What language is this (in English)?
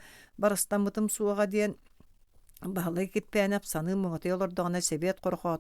Yakut